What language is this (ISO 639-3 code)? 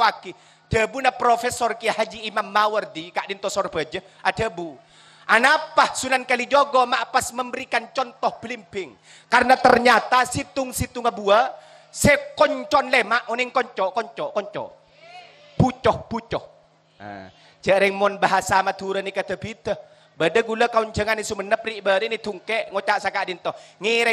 mad